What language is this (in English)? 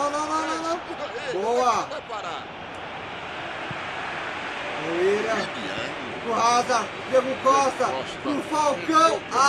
Portuguese